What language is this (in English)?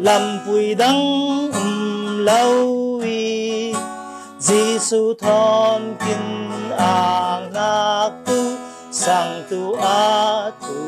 Falam Chin